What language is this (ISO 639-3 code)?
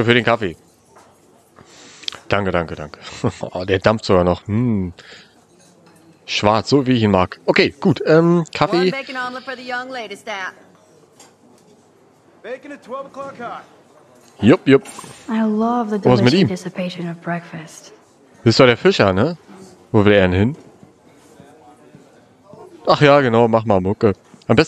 deu